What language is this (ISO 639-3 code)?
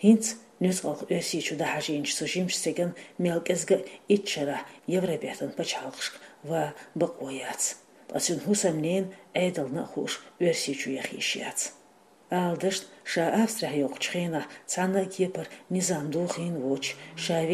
che